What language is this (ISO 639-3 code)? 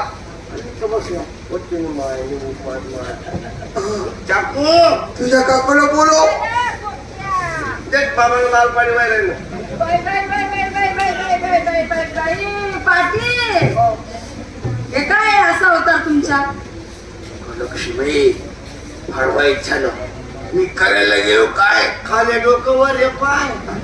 mar